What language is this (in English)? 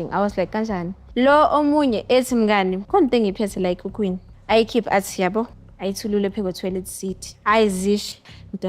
Zulu